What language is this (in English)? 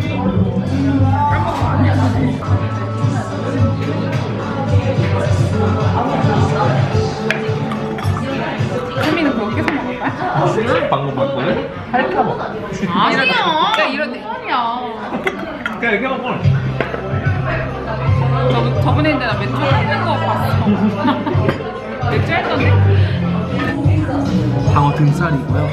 Korean